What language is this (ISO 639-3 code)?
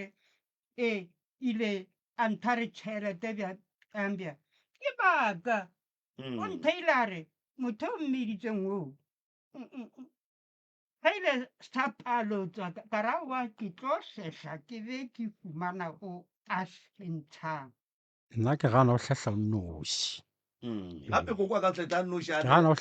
nso